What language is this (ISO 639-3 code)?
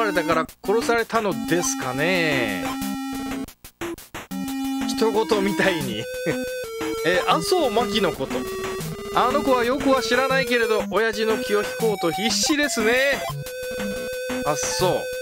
jpn